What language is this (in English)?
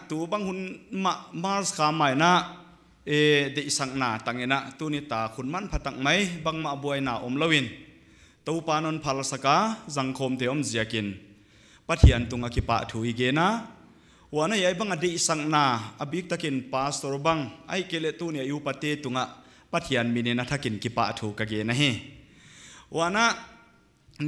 Paite Chin